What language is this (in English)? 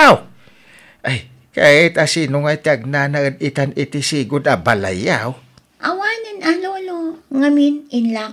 Iloko